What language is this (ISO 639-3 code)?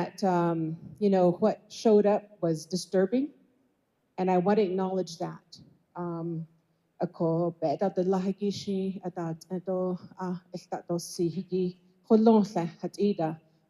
nav